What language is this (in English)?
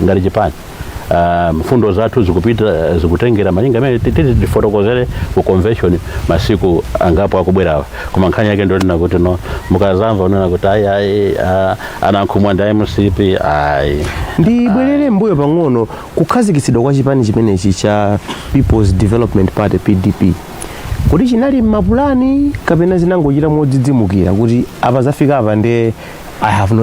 Nyanja